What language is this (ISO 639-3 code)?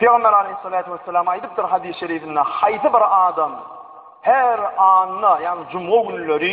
tuk